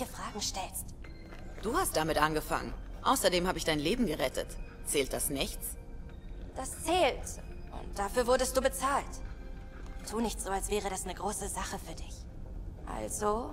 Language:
German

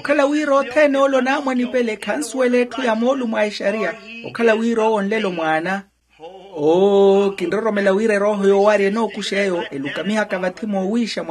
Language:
Makhuwa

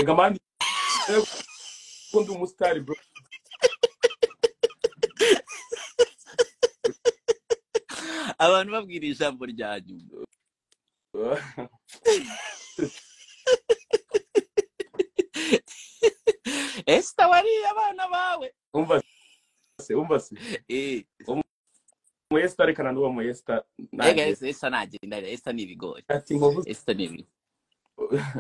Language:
Kinyarwanda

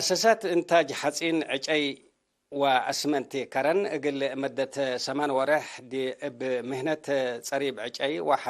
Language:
Tigre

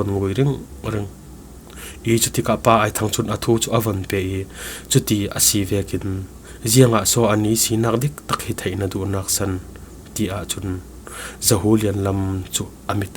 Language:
Falam Chin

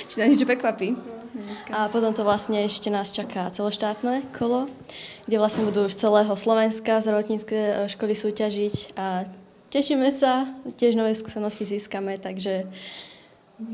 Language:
Slovak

